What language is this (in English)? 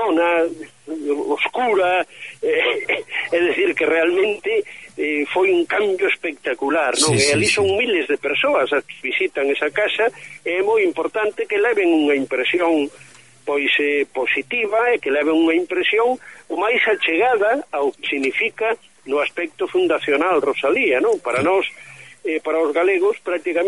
Galician